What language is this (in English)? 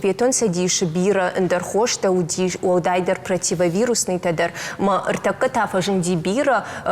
Ossetic